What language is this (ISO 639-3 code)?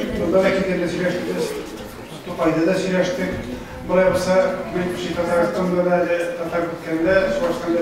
tat